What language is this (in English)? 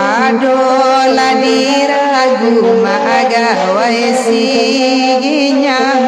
Minangkabau